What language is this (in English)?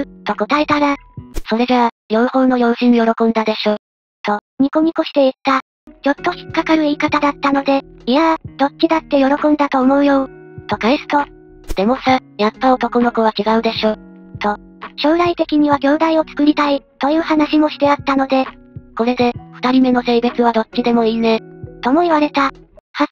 Japanese